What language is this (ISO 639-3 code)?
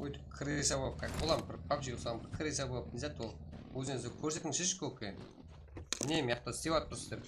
kaa